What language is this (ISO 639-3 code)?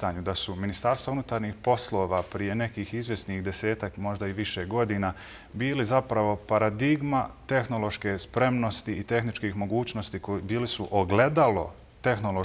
bos